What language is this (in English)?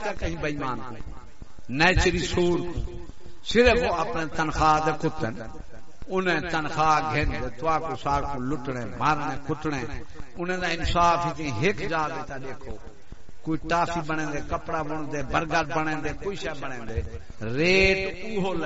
Saraiki